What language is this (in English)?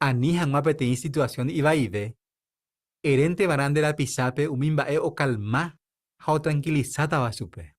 Guarani